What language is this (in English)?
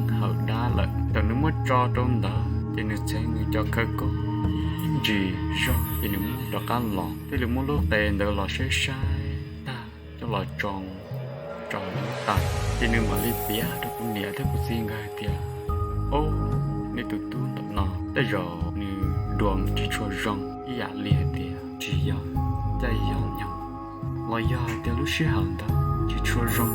Hmong